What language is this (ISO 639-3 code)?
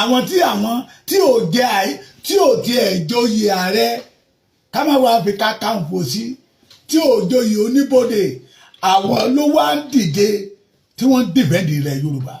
yor